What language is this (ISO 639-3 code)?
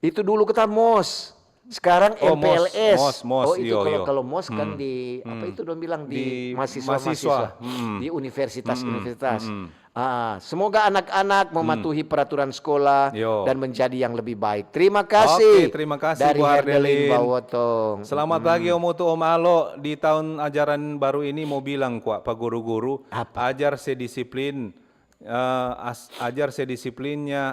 xmm